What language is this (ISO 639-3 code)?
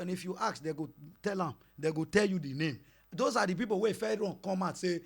pcm